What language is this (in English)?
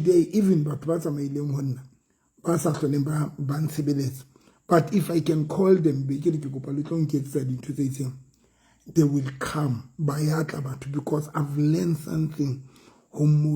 Southern Sotho